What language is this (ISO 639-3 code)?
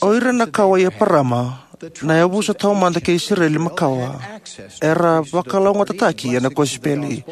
fij